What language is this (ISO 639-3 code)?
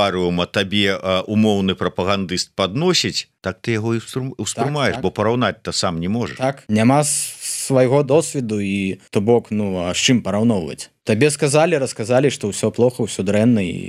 bel